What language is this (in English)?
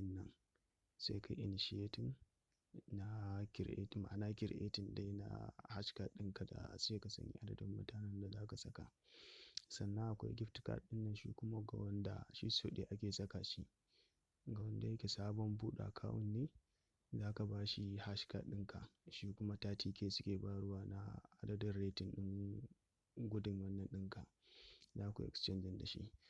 Hausa